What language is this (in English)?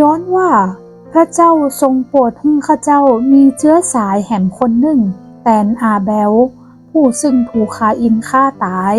Northern Thai